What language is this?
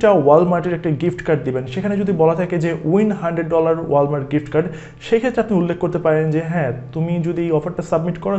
Bangla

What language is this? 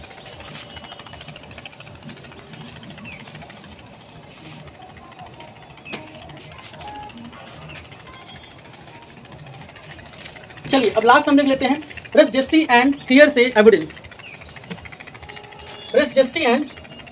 Hindi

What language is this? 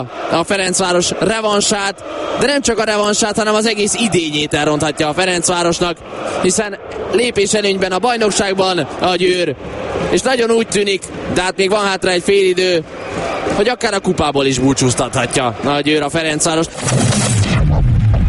Hungarian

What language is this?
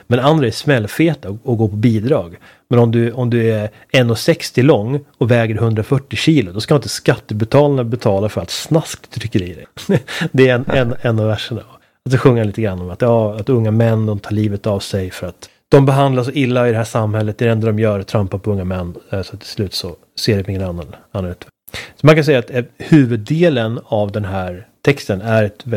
Swedish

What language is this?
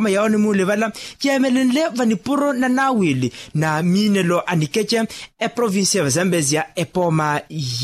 Makhuwa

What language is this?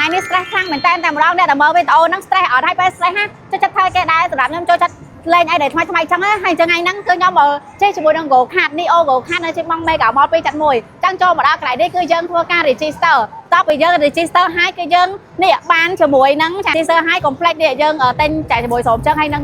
Khmer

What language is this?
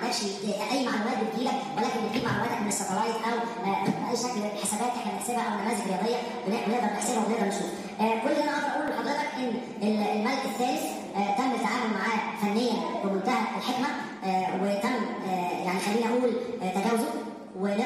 Egyptian Arabic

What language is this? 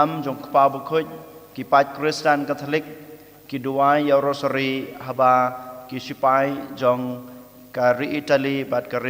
Khasi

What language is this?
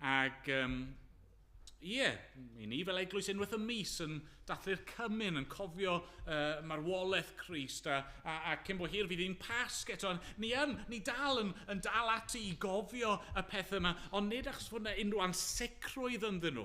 Welsh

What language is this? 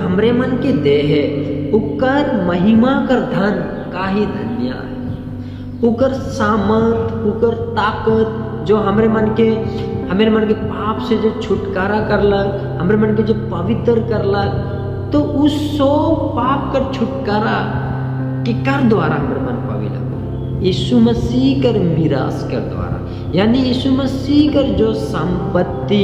Sadri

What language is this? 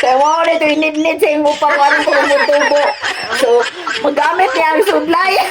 Cebuano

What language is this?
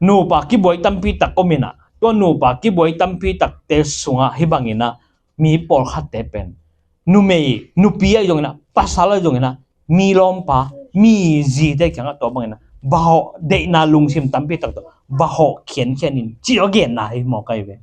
Tedim Chin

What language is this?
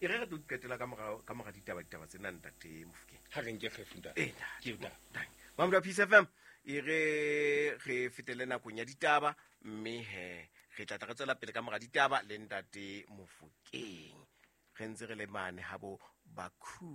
Southern Sotho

